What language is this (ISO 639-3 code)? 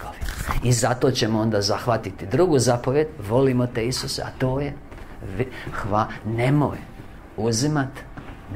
hrv